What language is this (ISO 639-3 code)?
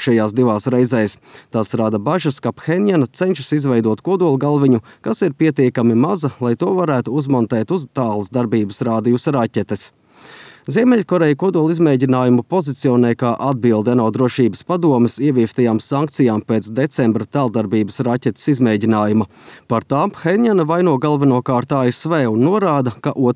lav